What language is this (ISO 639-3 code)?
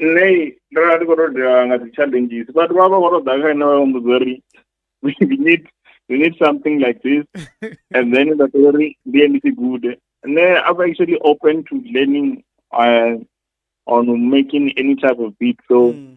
ven